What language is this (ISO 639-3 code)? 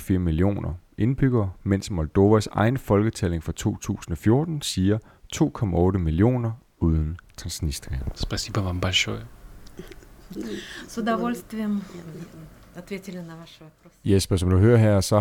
dan